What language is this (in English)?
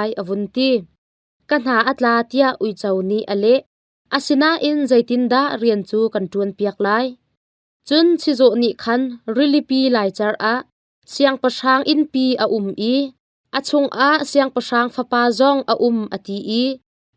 Hakha Chin